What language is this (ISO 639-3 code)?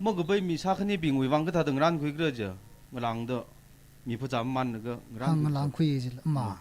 nmf